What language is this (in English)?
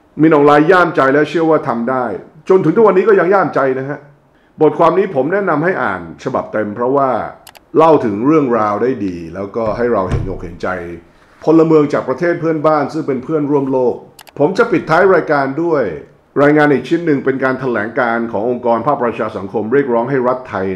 Thai